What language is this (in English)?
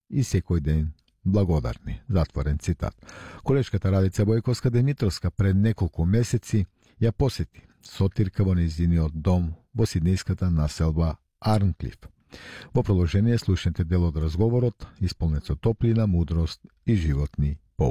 Macedonian